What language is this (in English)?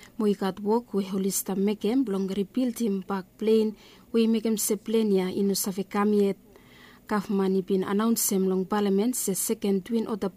Bislama